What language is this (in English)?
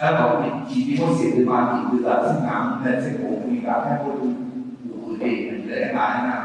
Akha